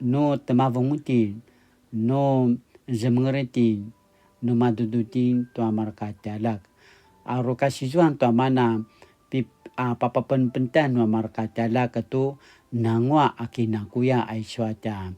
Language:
Paiwan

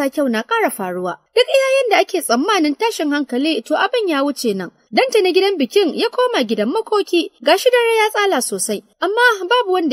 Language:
Hausa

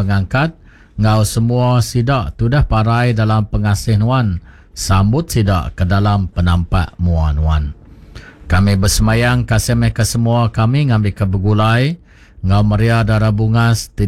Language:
Iban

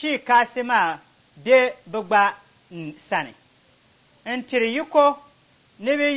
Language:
Dagbani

